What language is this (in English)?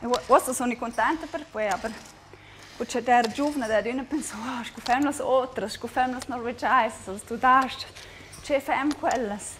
Romansh